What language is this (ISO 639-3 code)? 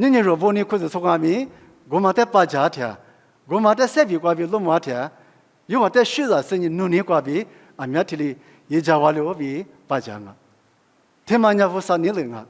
lis